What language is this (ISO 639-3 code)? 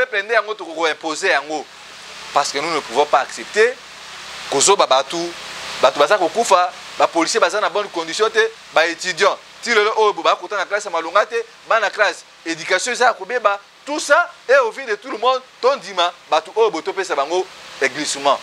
lin